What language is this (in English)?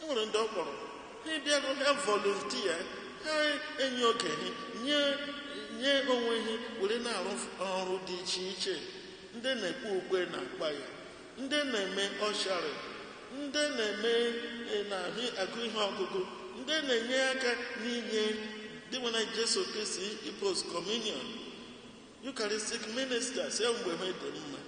Igbo